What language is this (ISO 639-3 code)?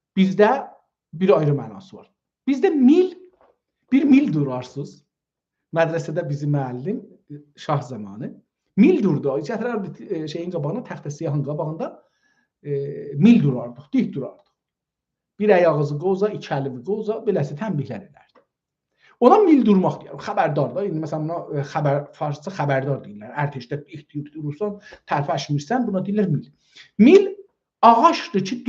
azb